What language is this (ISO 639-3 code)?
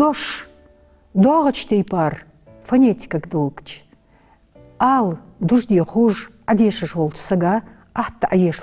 inh